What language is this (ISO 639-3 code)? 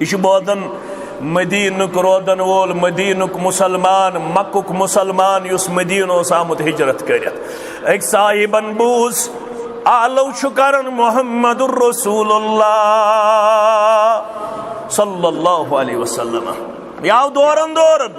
kas